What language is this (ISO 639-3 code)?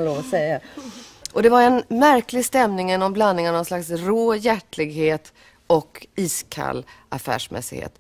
swe